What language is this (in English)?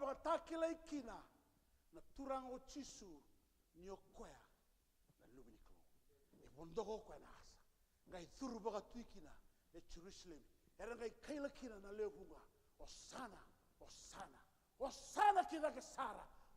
Fijian